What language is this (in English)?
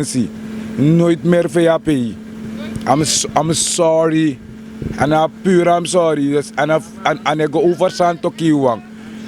Sranan Tongo